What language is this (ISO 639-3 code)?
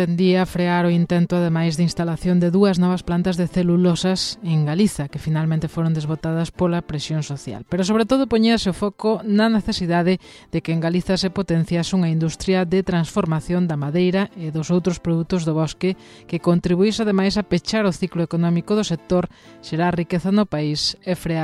glg